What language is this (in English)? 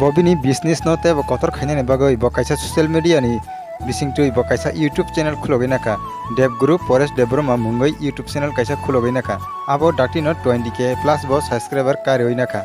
Kok Borok